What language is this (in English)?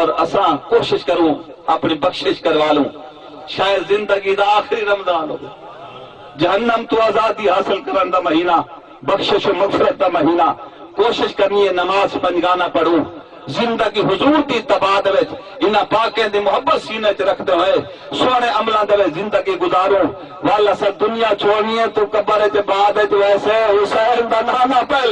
Saraiki